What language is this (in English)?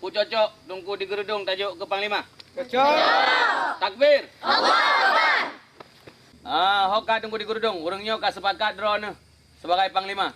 Achinese